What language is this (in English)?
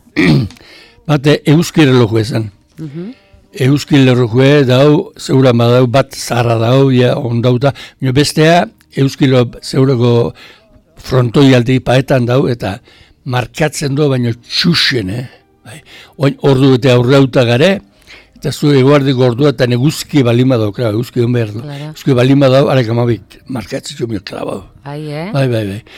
Basque